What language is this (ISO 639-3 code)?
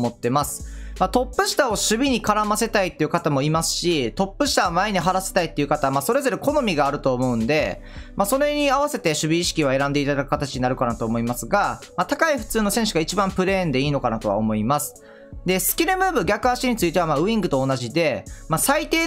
jpn